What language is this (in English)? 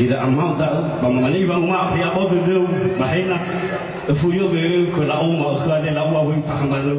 Nias